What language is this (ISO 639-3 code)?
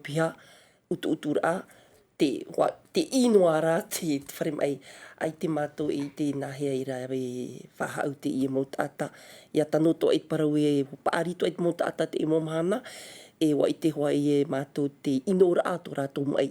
tah